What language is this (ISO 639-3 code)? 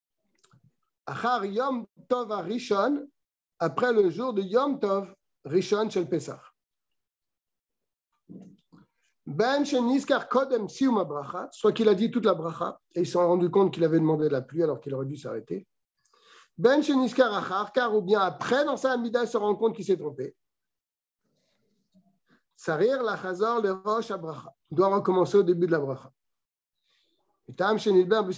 fra